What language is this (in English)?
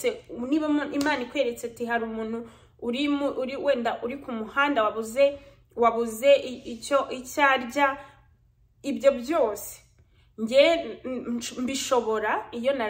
Kinyarwanda